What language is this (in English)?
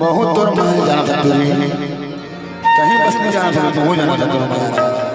Chhattisgarhi